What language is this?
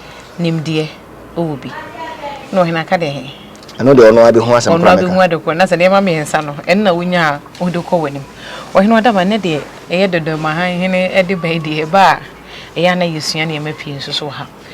Akan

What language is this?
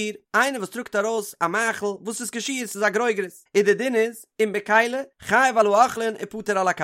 Yiddish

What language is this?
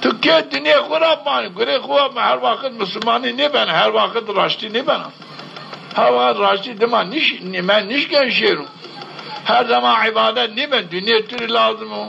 Zaza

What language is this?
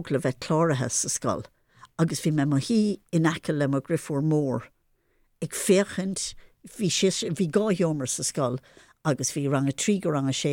Irish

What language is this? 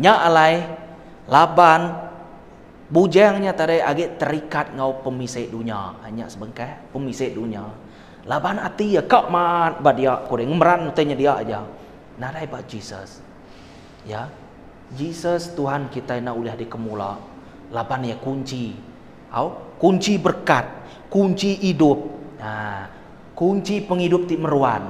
Iban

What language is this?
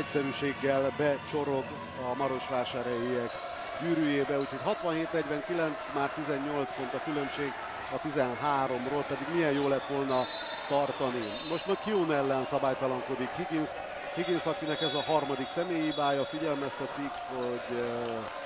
Hungarian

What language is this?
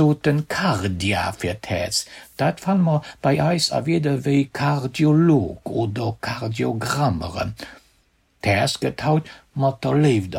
Luxembourgish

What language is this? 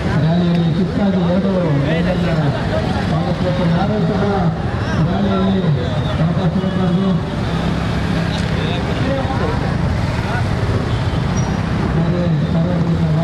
Kannada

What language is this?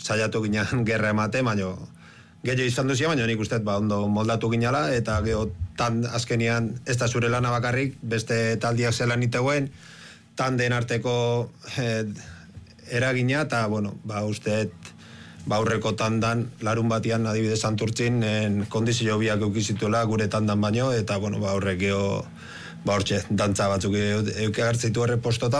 Basque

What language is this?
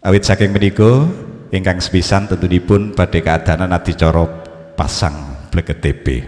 Javanese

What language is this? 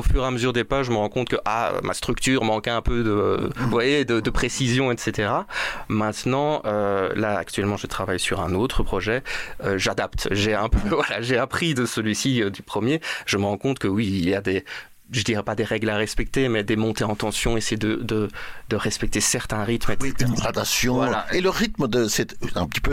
French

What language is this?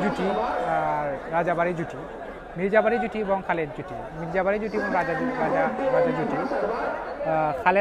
Sylheti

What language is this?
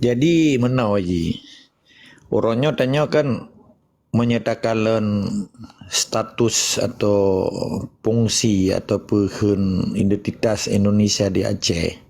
Achinese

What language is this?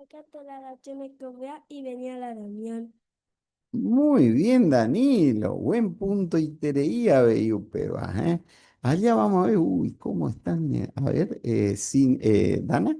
Guarani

